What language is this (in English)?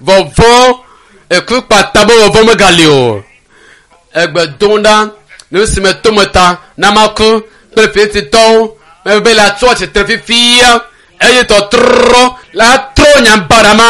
Ewe